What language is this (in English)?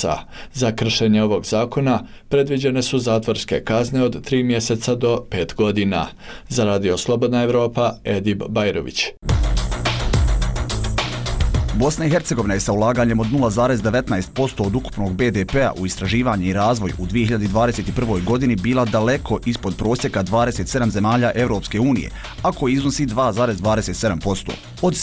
Bosnian